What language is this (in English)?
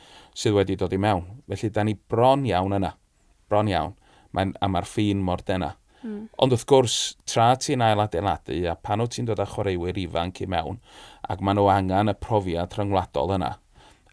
Welsh